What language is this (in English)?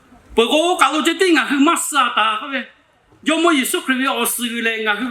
Lahu